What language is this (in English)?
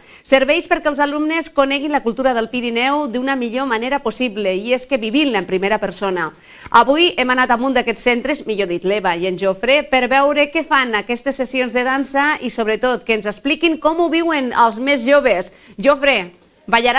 Catalan